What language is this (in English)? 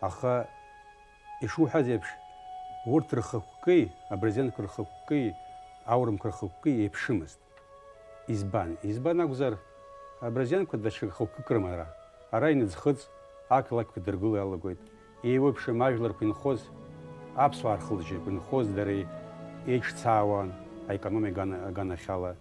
Abkhazian